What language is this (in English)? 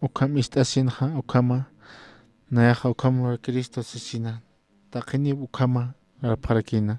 Aymara